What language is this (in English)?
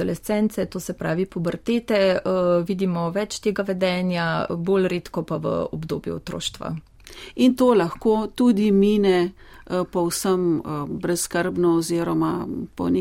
Slovenian